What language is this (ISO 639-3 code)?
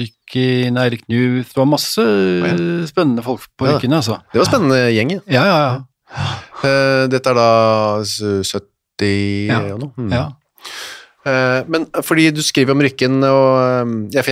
nor